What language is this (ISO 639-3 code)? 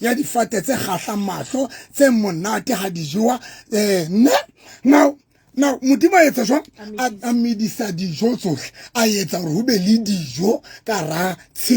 sot